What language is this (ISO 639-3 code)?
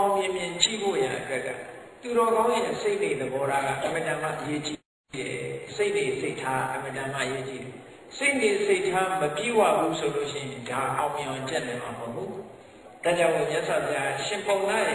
mya